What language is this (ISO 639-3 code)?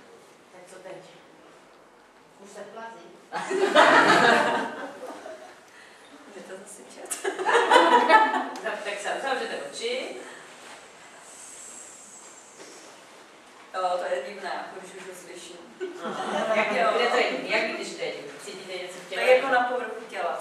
ces